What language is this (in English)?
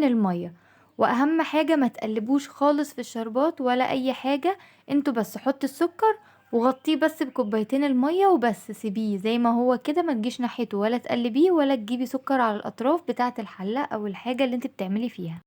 Egyptian Arabic